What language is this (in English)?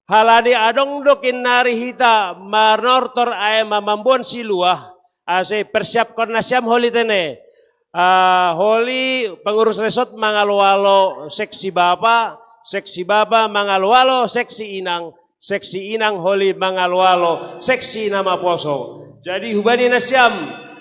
Batak Simalungun